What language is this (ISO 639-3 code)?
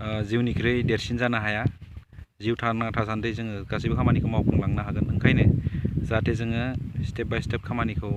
brx